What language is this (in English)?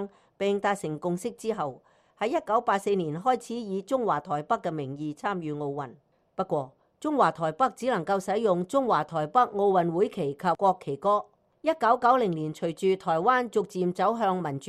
Cantonese